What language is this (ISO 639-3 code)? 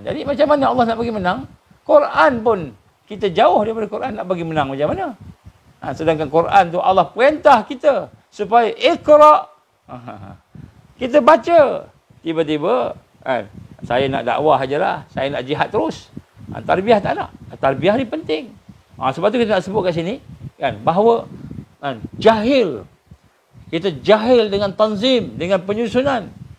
msa